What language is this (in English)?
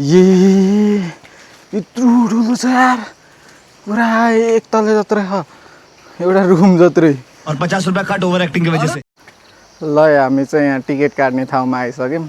Nepali